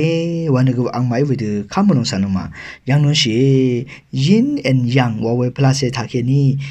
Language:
Rawang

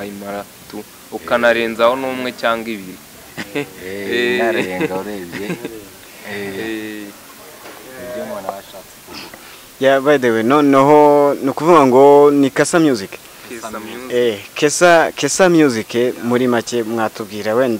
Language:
Kinyarwanda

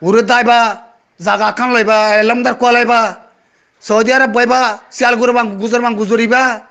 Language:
Rohingya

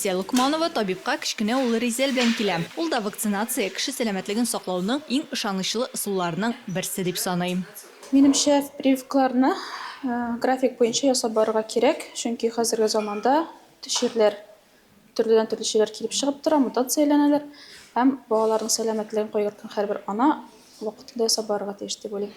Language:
Tatar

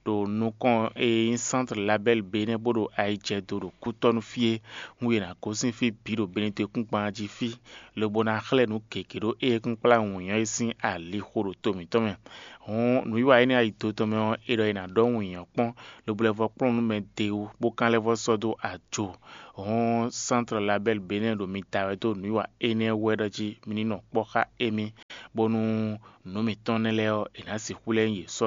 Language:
Fon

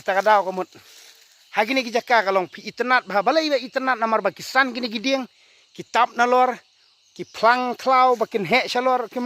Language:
Khasi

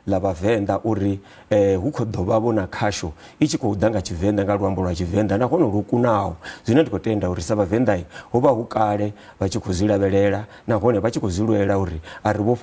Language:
Venda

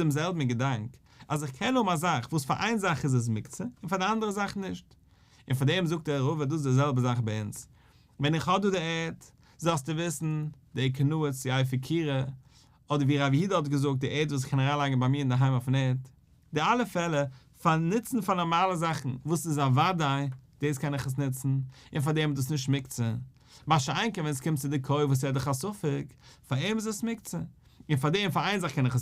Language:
Yiddish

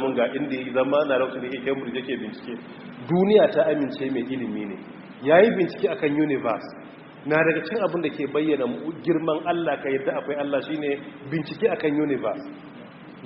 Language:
Hausa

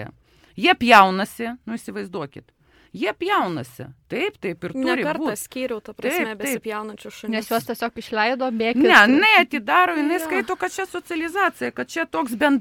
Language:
Lithuanian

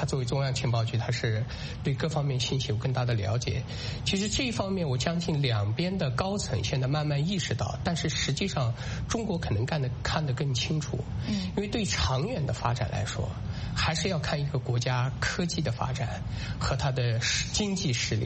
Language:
Chinese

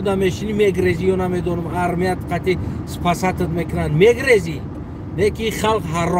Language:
Tajik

